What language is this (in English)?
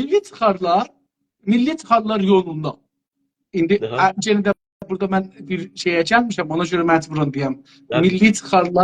South Azerbaijani